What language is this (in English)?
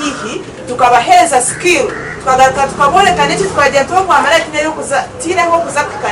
Nyankole